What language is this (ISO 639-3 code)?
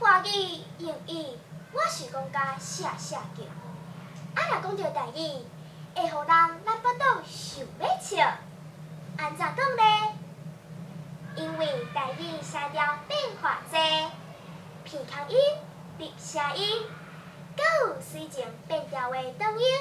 nan